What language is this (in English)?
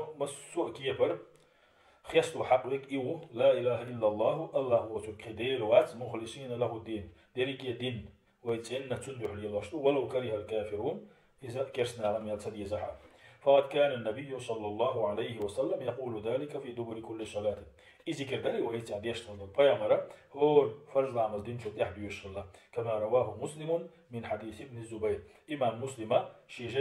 Chechen